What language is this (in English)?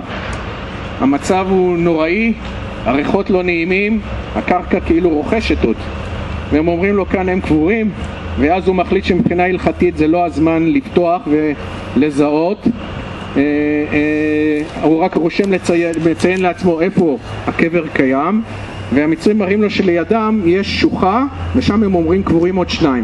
Hebrew